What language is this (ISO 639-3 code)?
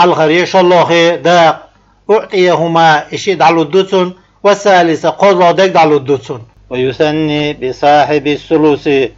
che